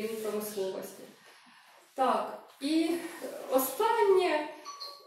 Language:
Ukrainian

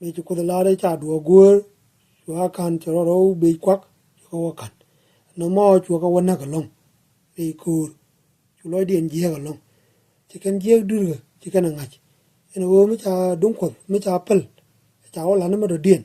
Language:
Nuer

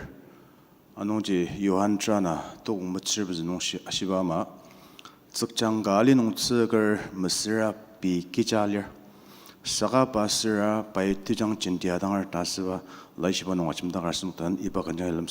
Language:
Ao Naga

